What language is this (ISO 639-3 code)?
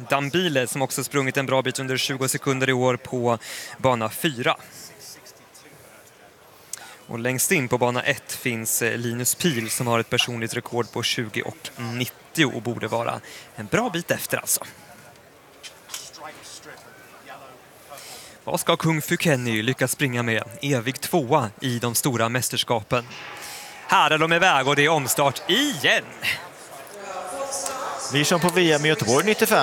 swe